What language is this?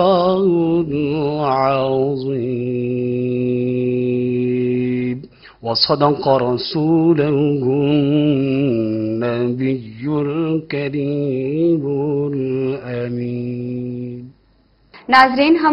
Urdu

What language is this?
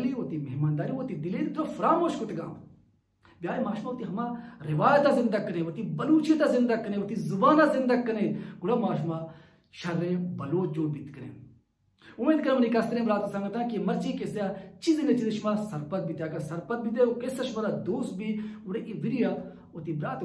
Baluchi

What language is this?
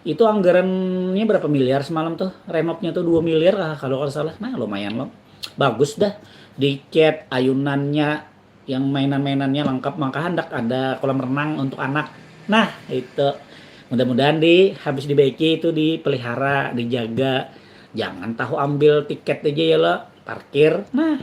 Banjar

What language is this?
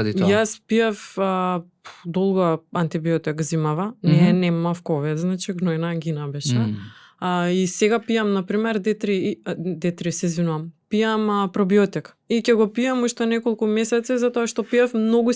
Macedonian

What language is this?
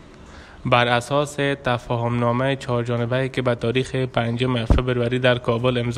Persian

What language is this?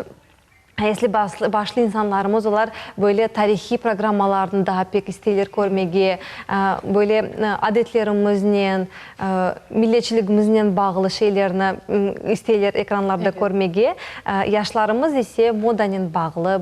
Crimean Tatar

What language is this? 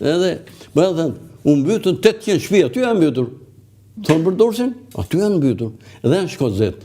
Albanian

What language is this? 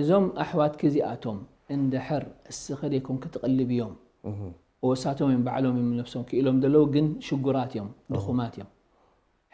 Tigrinya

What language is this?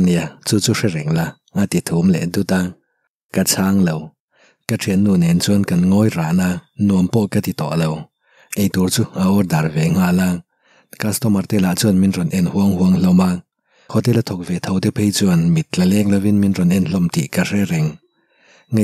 Mizo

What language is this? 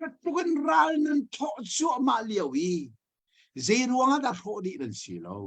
Hakha Chin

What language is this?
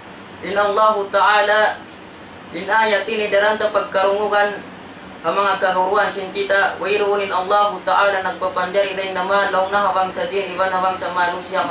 Tausug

